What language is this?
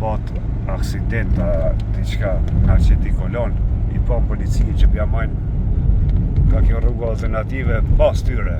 Albanian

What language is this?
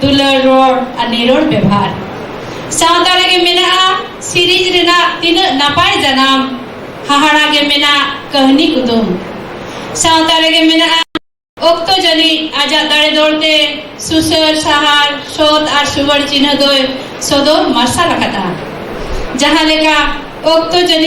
Santali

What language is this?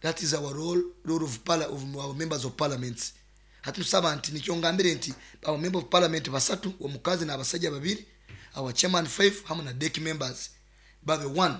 Nyoro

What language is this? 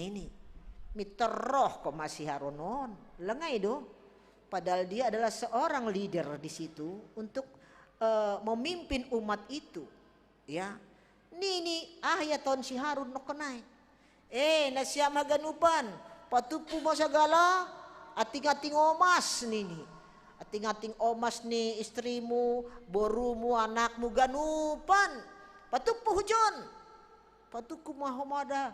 Batak Simalungun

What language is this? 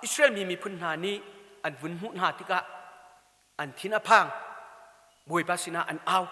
Hakha Chin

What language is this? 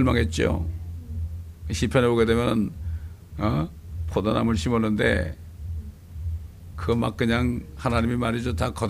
Korean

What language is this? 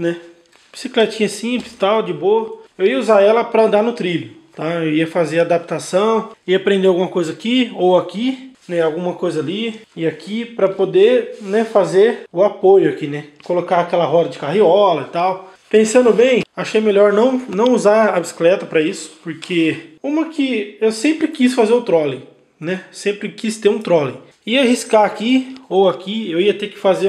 Portuguese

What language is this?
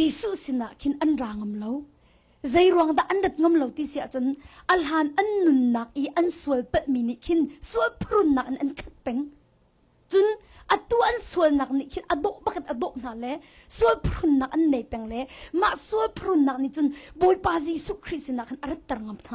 Hakha Chin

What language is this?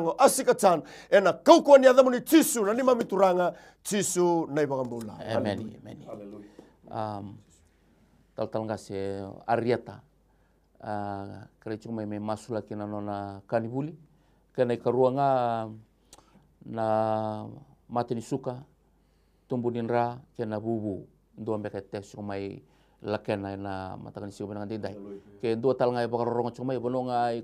Fijian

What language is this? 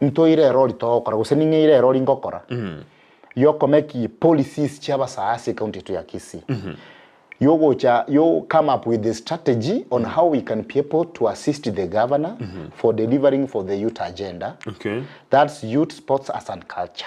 Gusii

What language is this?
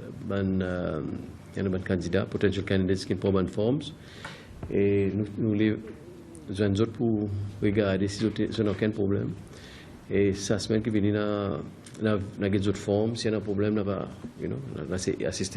Seselwa Creole French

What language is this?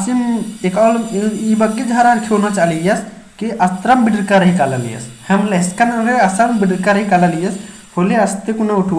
Kurukh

